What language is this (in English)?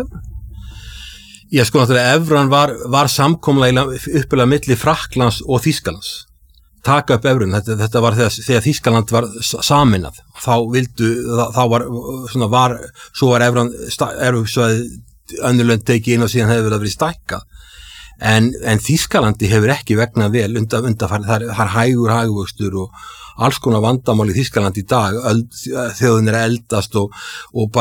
Icelandic